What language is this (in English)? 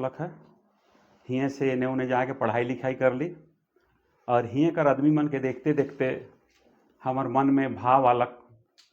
Sadri